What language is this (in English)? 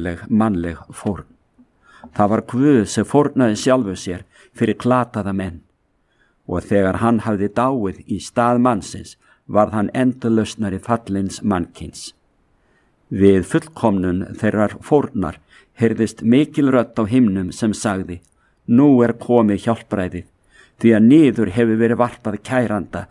Icelandic